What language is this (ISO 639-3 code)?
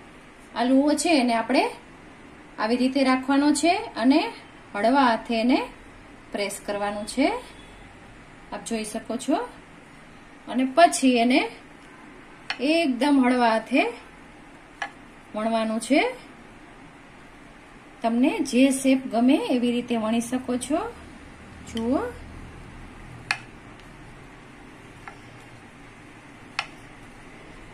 guj